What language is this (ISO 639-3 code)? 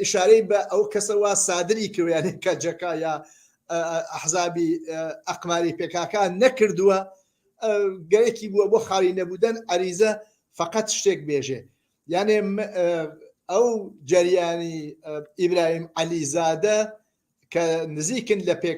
ckb